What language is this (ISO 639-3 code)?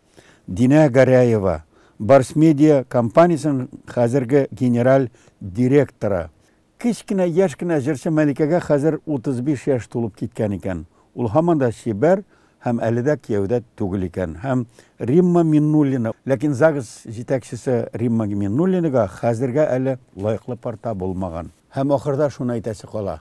tat